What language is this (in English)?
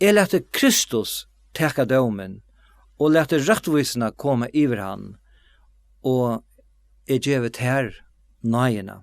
Faroese